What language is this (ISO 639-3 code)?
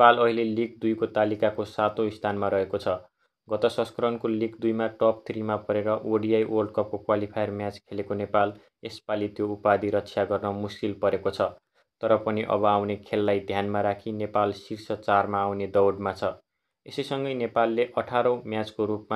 nep